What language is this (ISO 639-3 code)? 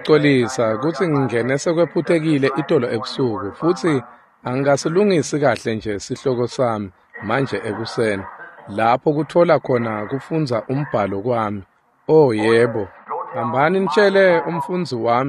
ssw